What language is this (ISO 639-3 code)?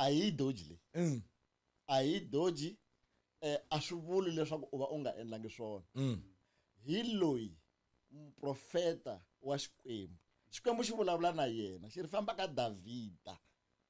tso